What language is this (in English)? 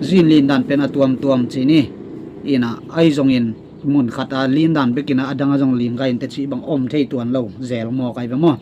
Tedim Chin